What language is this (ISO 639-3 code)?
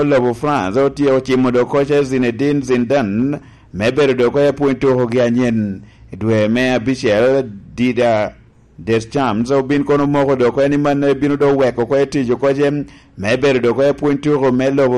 laj